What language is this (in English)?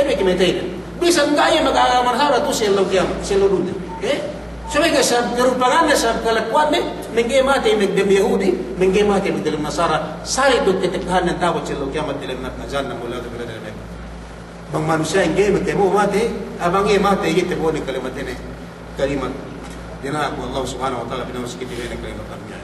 Yakan